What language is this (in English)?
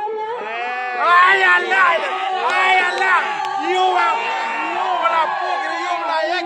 Minangkabau